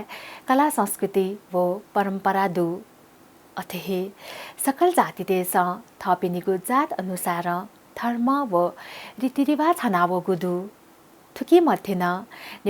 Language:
Newari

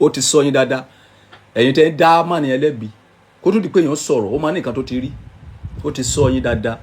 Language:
Yoruba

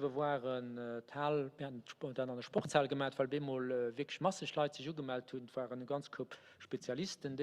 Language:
Luxembourgish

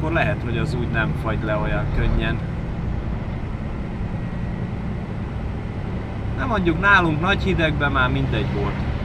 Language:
Hungarian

